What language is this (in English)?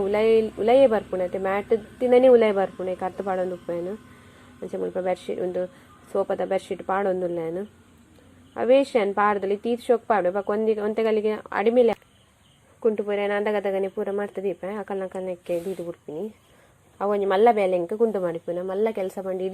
Tulu